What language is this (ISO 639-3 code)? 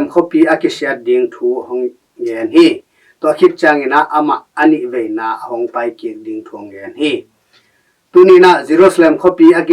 ctd